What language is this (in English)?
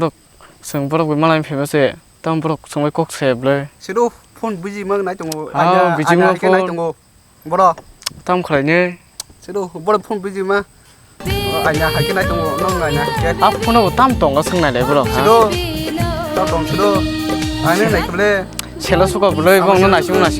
Kok Borok